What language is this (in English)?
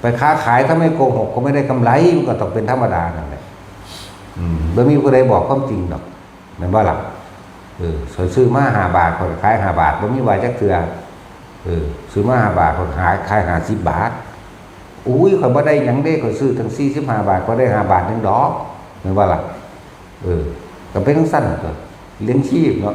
Northeastern Thai